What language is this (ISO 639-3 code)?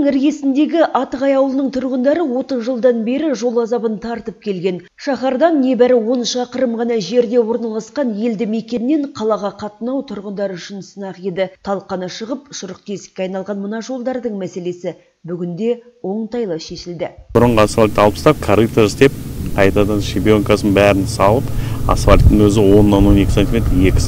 kaz